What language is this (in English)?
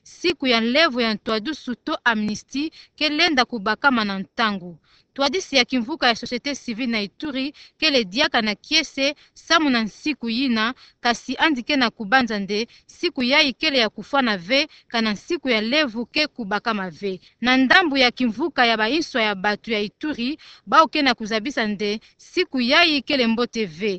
Kituba (Democratic Republic of Congo)